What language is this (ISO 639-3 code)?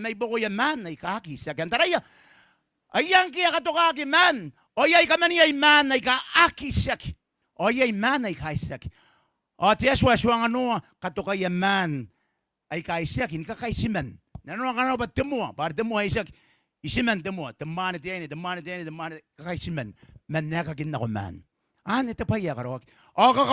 gil